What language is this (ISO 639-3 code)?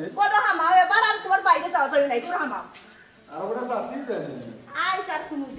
syl